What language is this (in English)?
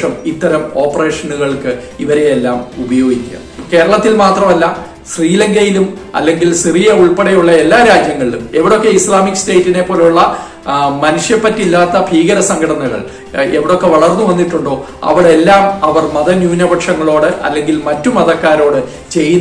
Malayalam